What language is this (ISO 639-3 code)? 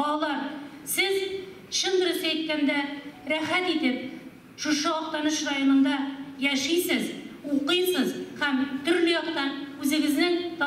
tat